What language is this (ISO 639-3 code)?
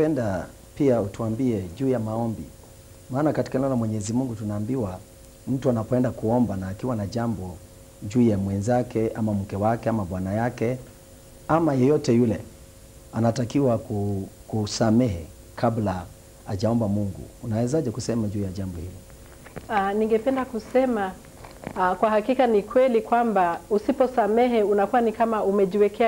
swa